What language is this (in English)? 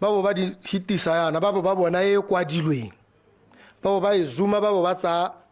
Tswana